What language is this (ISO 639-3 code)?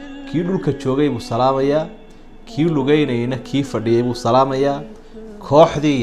som